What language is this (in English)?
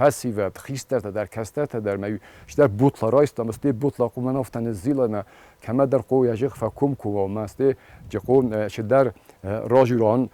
Ossetic